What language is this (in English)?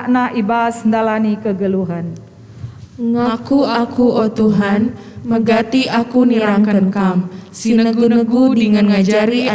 Batak Karo